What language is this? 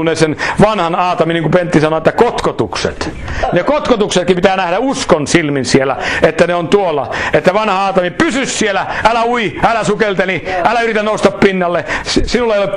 Finnish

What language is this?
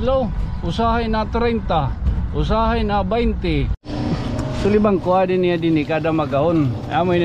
Waray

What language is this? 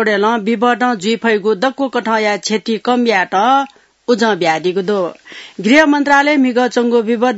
Newari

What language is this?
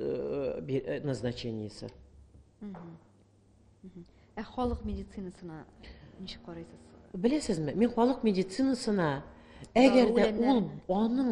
Tatar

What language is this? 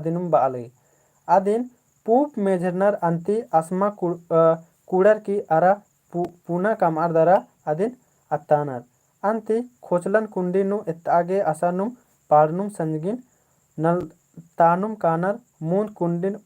Kurukh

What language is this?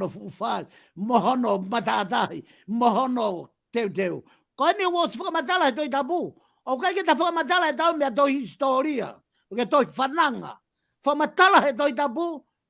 Tongan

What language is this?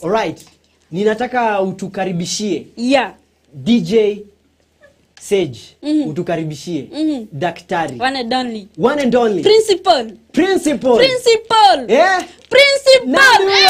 Swahili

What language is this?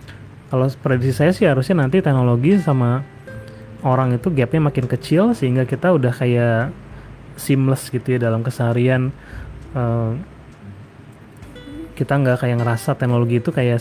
Indonesian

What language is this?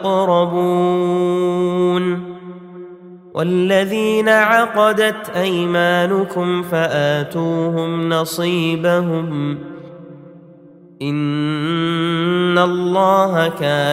Arabic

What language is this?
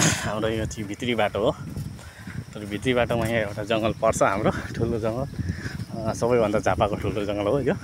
Nepali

